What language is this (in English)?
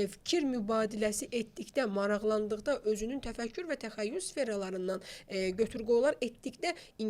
Azerbaijani